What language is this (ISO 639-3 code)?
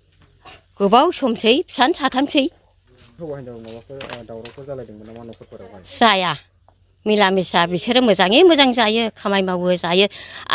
brx